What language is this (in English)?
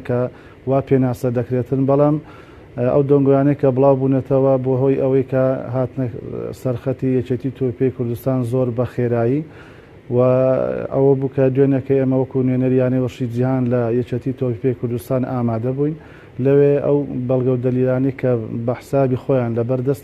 Central Kurdish